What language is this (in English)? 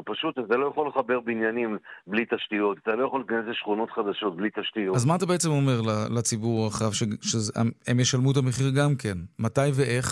Hebrew